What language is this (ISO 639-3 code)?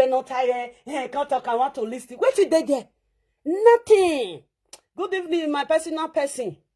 pcm